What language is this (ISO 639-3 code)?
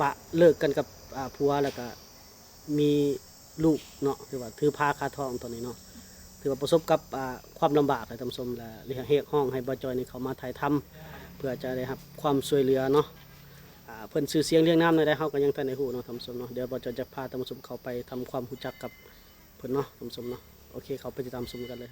lao